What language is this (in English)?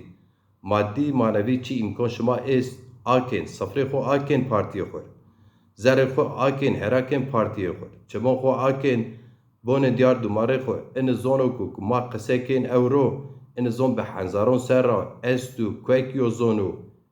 Zaza